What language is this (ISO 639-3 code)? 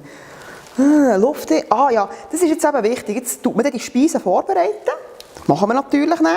gsw